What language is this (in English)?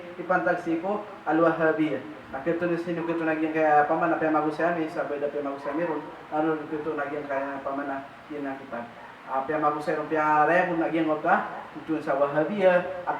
Maranao